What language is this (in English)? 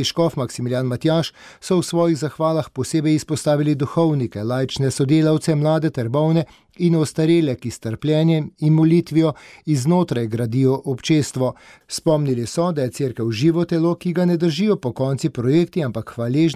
Slovenian